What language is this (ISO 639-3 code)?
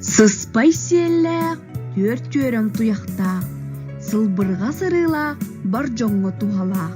sah